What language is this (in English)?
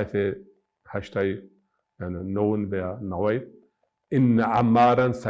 Zaza